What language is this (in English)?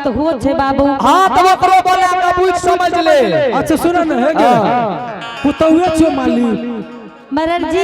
Angika